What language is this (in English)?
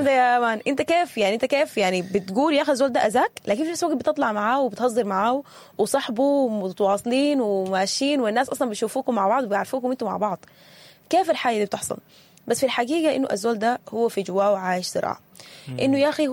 Sudanese Arabic